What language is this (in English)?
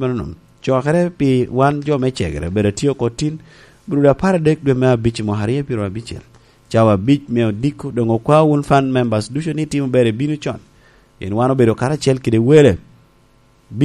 Lango (Uganda)